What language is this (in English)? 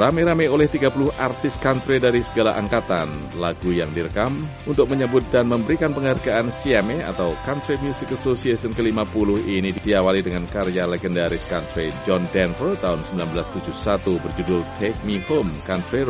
Indonesian